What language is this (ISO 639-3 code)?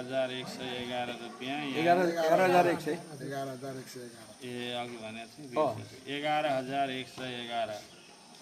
nep